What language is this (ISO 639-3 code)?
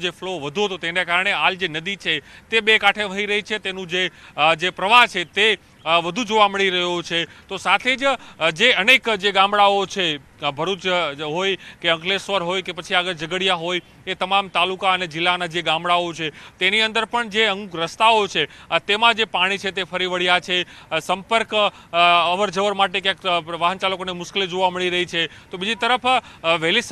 guj